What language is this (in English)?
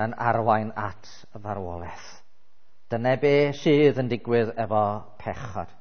Welsh